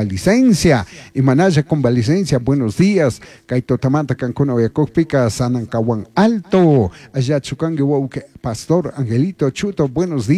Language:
Chimborazo Highland Quichua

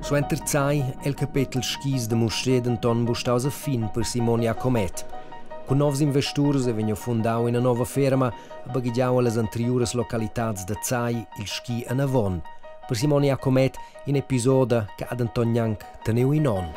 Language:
Romansh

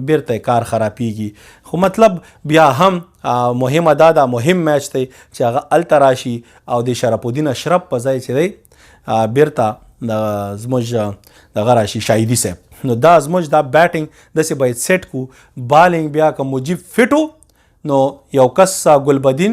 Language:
Pashto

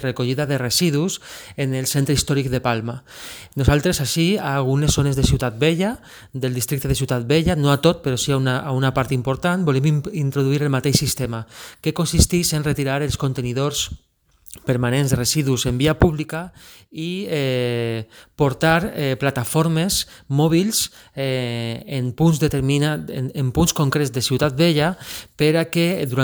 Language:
Catalan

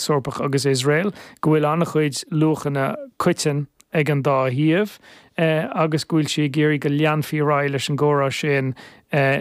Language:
Irish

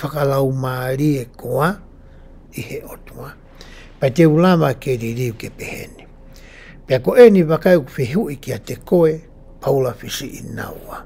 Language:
Tongan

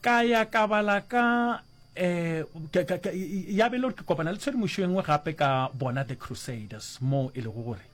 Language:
Northern Sotho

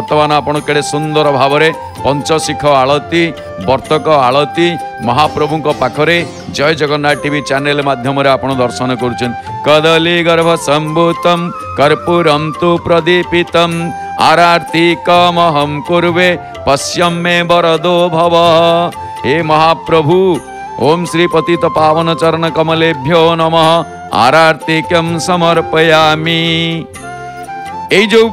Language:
Odia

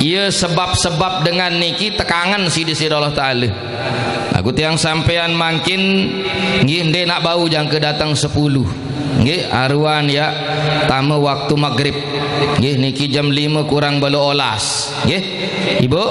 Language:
Sasak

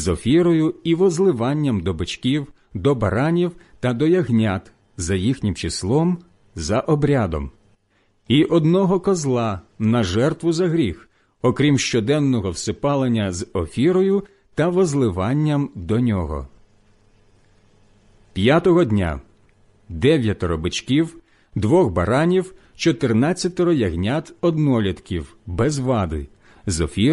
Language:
Ukrainian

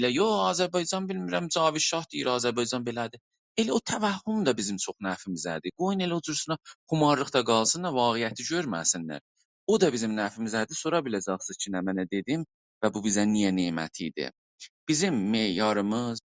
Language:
South Azerbaijani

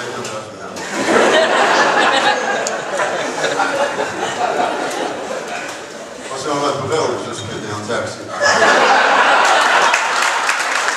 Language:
Swedish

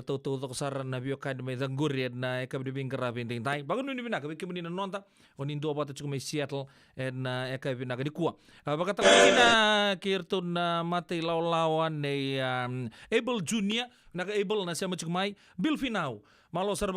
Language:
Fijian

